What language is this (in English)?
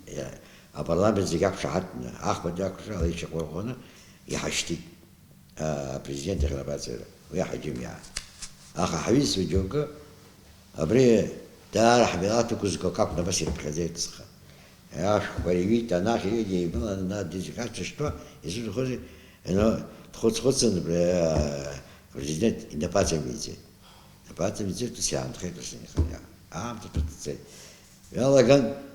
Abkhazian